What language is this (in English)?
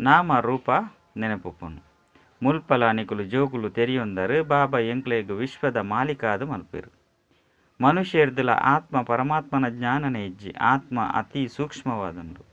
Tulu